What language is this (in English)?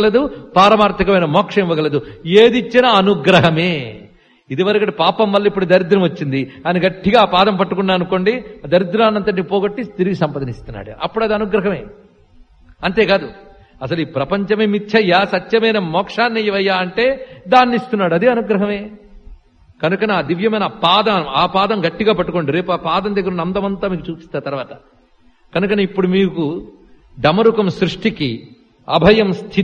Telugu